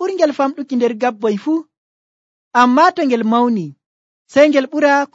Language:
Nigerian Fulfulde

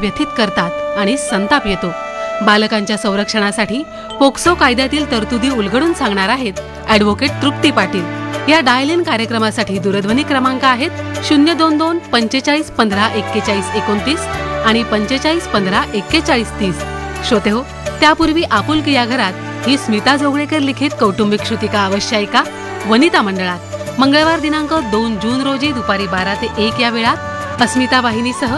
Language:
Marathi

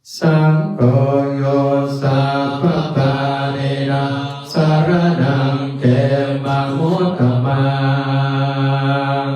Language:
Pali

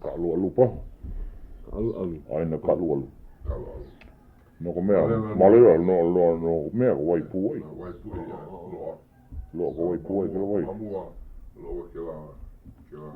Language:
Hawaiian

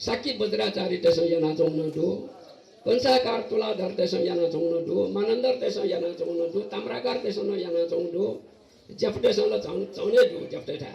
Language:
Newari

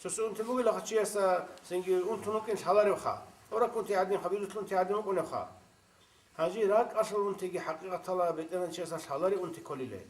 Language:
Avaric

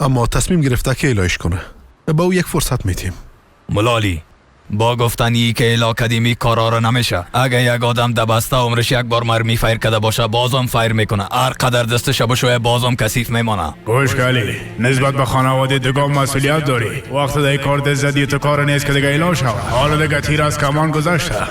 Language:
Persian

